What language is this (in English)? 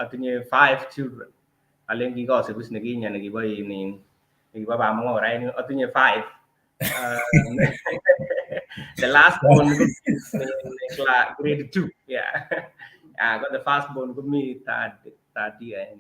Kalenjin